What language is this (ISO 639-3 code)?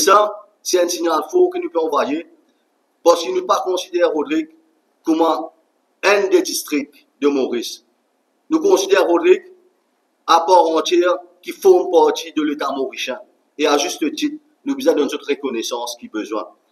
mfe